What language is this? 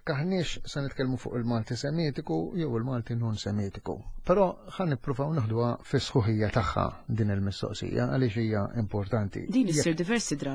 Maltese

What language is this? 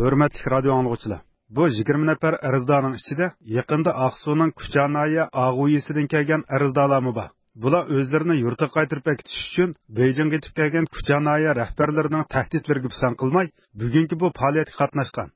Uyghur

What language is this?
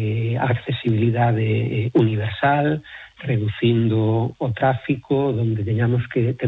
Galician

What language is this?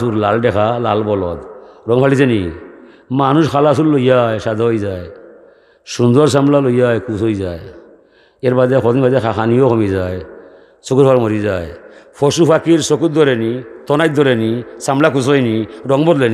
Sylheti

